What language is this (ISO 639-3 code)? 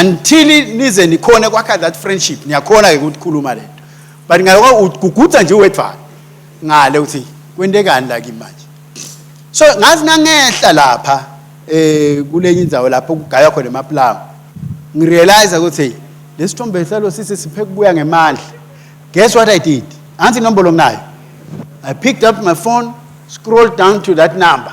ssw